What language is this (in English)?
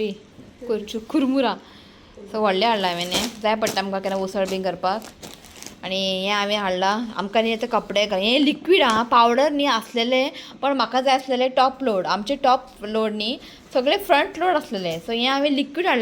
Konkani